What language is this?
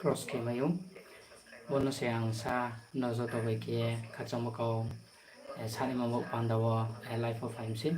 Riang (India)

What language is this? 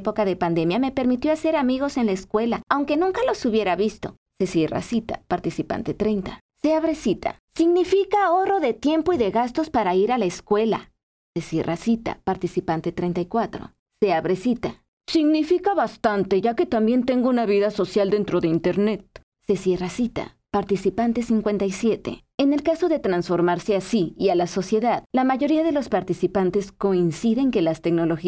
Spanish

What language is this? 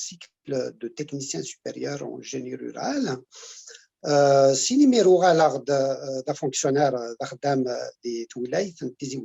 Kabyle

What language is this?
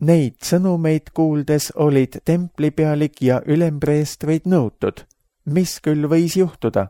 Estonian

